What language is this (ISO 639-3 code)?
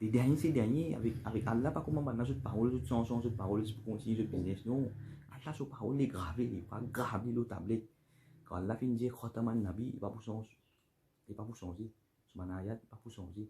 mfe